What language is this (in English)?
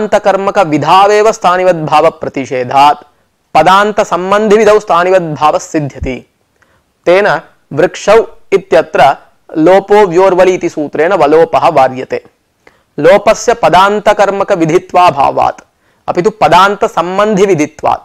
Sanskrit